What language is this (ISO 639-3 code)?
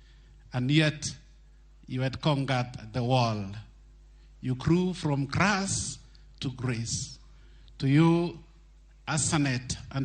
luo